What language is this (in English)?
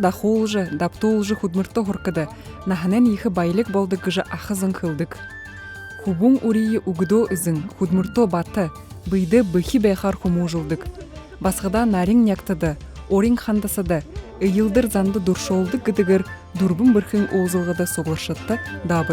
Buriat